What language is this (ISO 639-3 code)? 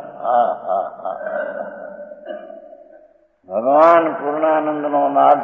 guj